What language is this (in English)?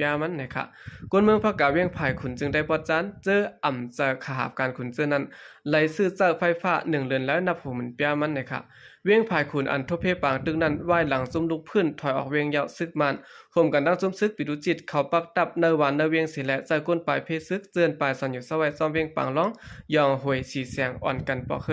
Shan